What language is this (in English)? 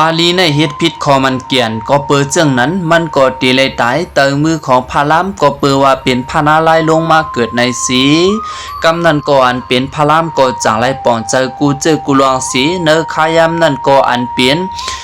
Lao